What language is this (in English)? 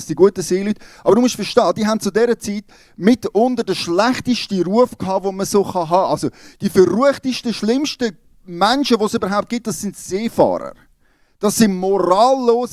Swiss German